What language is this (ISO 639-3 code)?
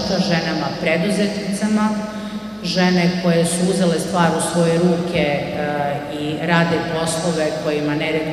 srp